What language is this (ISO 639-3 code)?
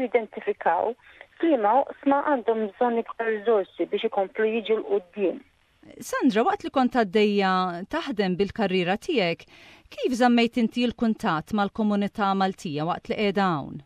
mlt